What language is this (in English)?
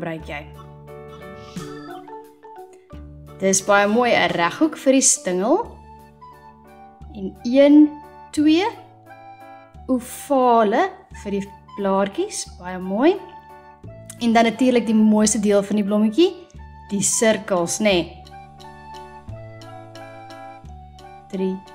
Afrikaans